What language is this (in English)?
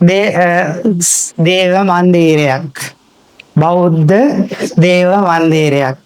Sinhala